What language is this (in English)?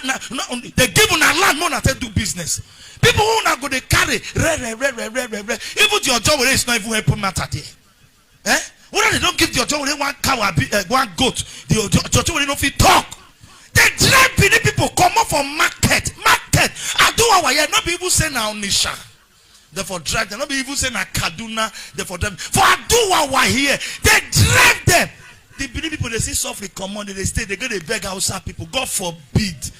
Nigerian Pidgin